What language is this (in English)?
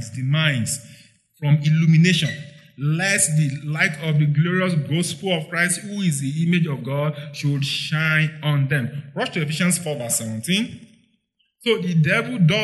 English